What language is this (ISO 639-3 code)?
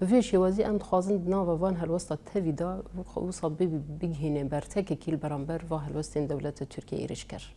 kur